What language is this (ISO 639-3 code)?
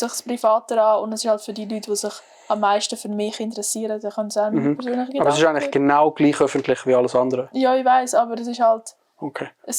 gsw